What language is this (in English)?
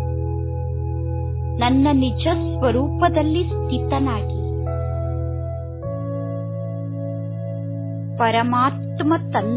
Kannada